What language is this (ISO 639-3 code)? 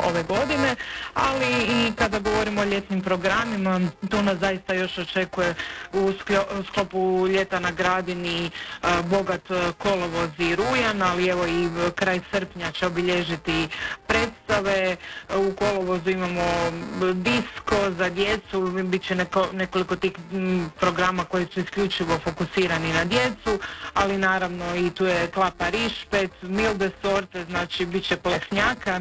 hrv